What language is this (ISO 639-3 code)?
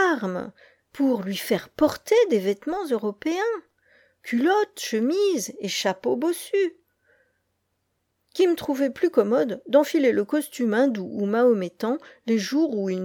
fra